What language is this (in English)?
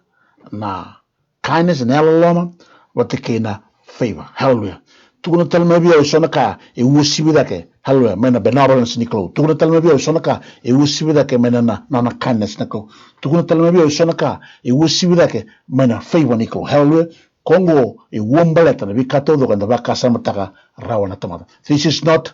Fijian